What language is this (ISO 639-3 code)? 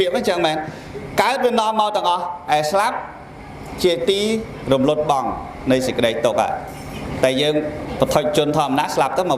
khm